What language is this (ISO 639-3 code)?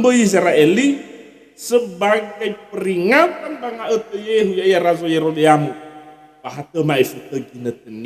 nia